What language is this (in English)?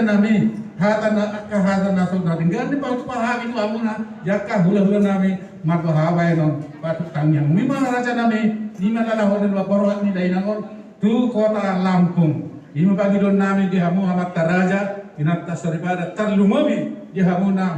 Batak Toba